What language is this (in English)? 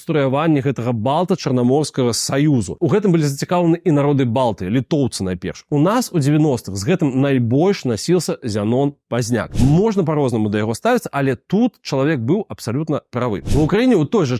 Belarusian